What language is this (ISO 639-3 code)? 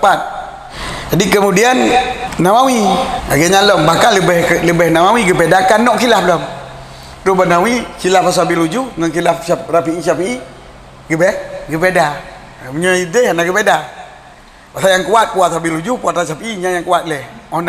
ace